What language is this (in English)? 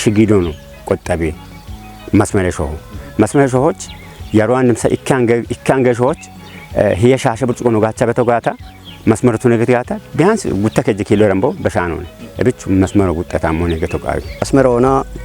Kafa